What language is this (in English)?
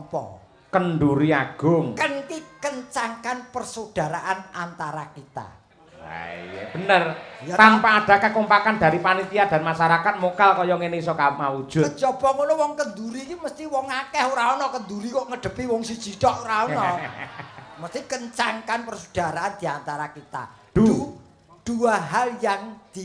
Javanese